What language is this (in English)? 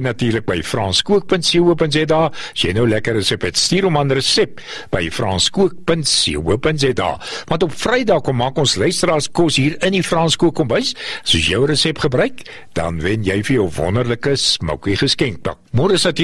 Afrikaans